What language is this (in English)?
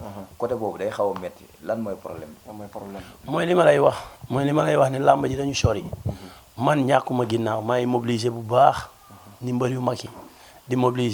Wolof